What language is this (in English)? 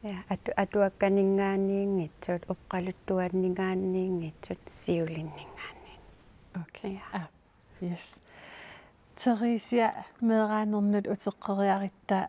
Kalaallisut